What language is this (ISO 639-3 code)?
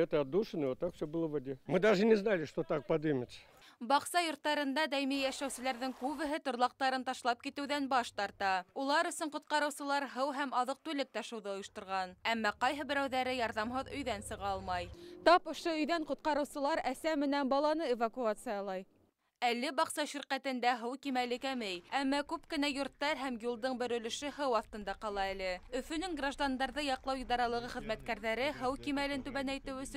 bak